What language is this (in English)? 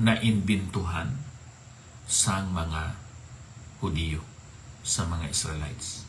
Hiligaynon